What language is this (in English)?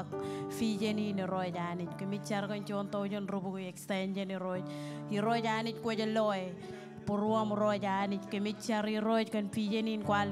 Marshallese